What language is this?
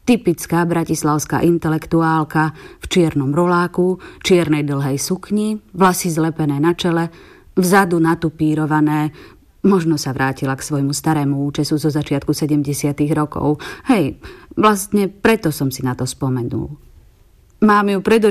Slovak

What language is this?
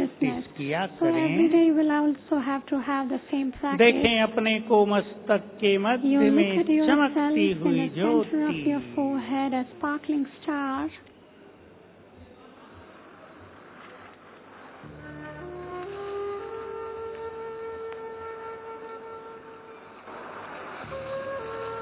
Hindi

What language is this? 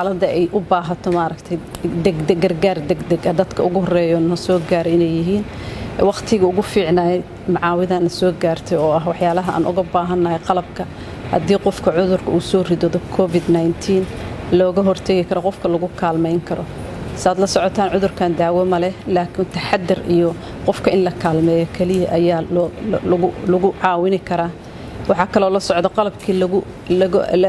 Somali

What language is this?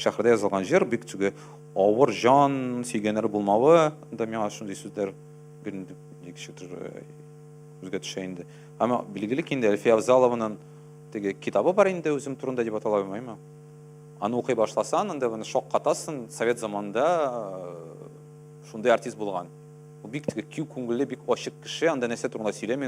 Tatar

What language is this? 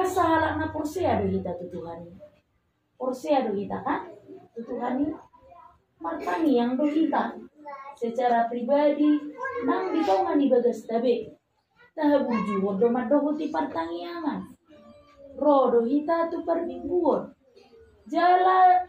Batak Toba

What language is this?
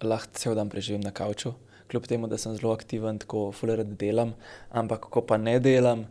Slovenian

